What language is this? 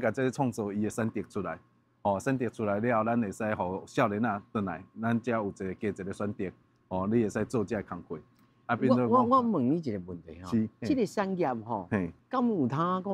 Min Nan Chinese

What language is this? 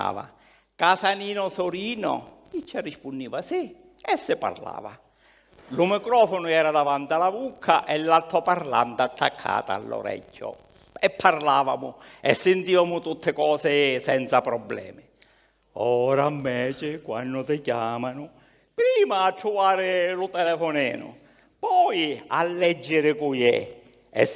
Sicilian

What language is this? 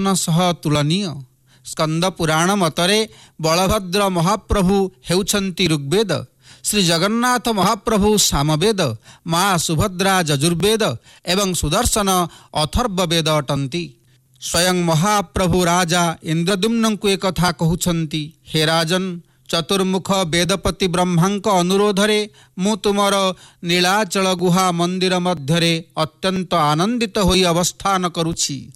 Odia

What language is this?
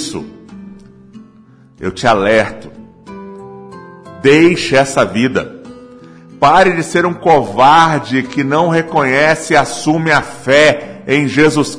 Portuguese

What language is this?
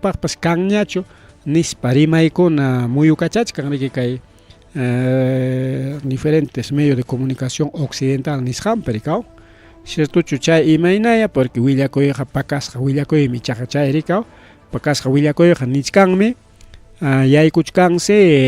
Ayacucho Quechua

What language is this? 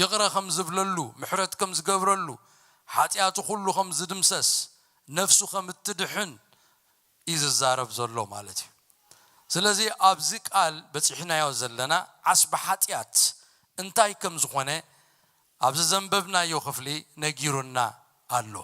Tigrinya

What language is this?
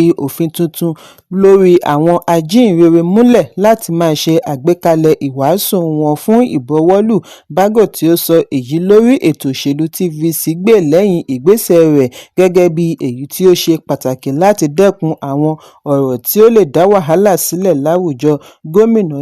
Yoruba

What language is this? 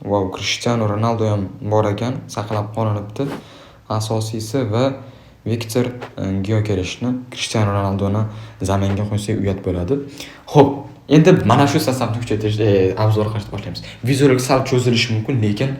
Uzbek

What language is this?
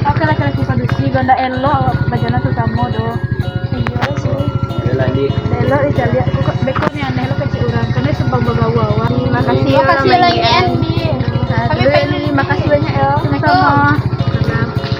Minangkabau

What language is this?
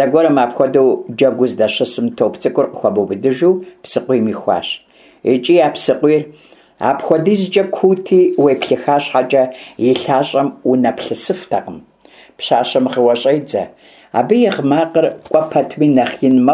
Kabardian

